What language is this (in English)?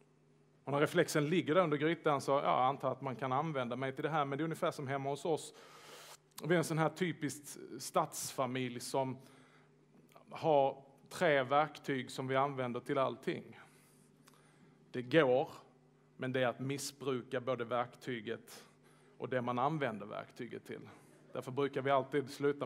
Swedish